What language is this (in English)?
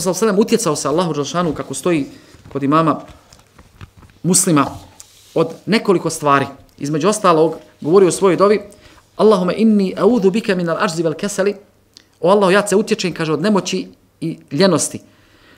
Bosnian